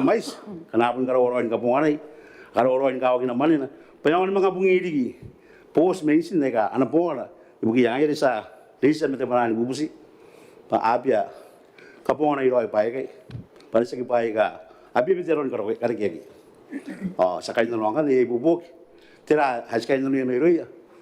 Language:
Gilbertese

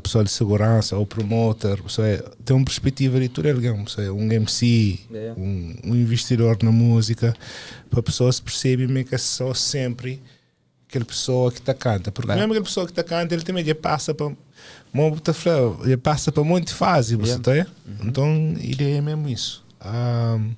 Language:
Kabuverdianu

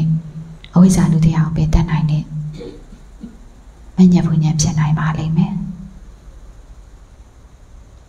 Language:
Burmese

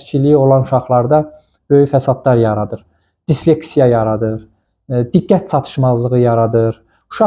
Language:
Azerbaijani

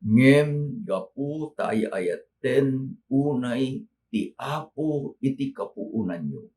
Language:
Iloko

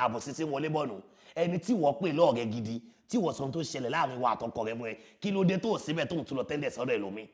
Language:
Yoruba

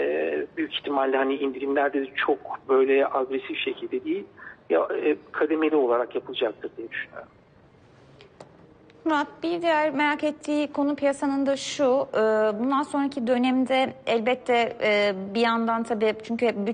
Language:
Turkish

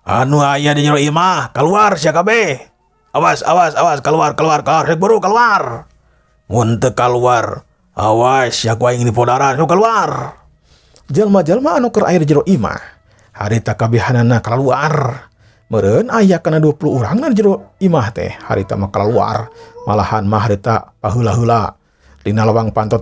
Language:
Sundanese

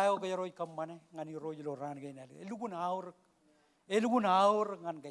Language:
Marshallese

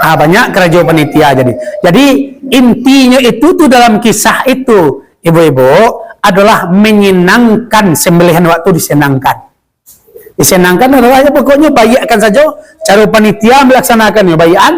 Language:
Minangkabau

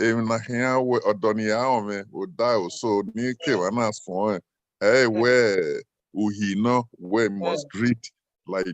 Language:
Bini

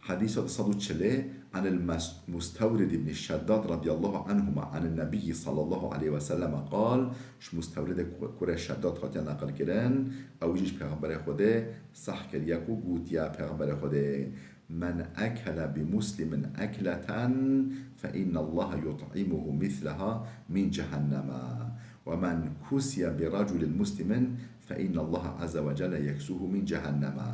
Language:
Kurdish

